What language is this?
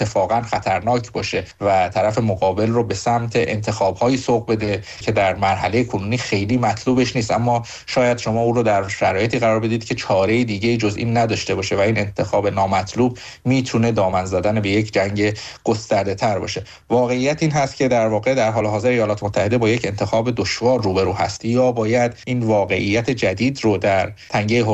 Persian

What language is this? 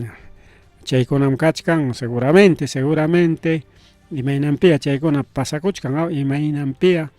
Ayacucho Quechua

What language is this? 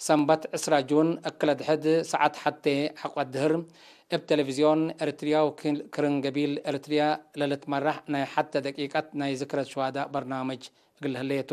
Tigre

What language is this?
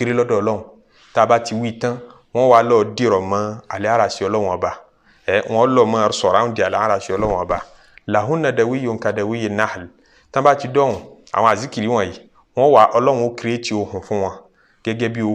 Yoruba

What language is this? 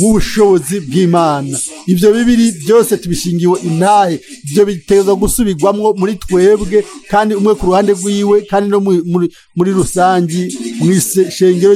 Rundi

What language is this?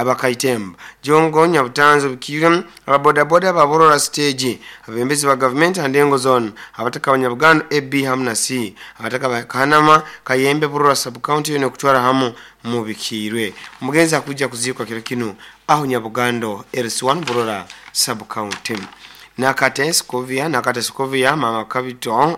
Nyoro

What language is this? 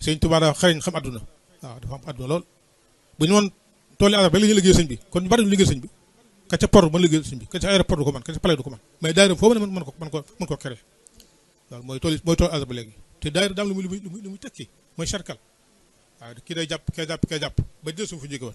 Wolof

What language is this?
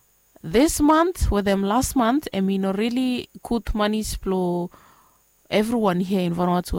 Bislama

